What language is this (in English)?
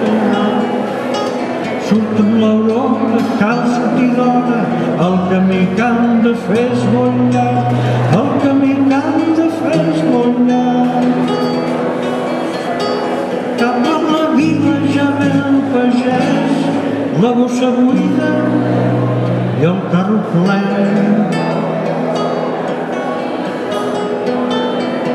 Catalan